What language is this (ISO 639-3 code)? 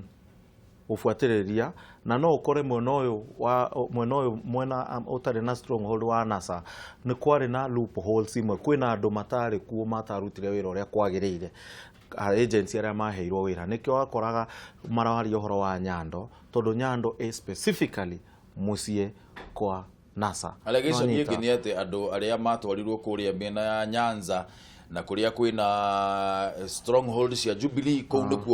kik